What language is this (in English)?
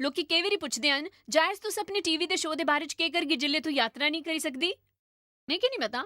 Dogri